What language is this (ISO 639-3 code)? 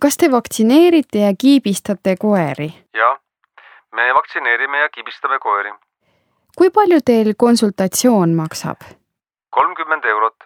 est